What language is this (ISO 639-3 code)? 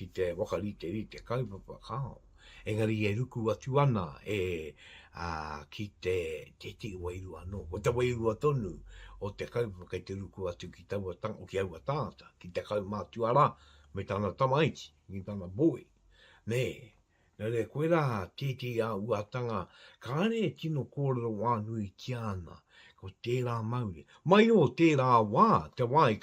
mri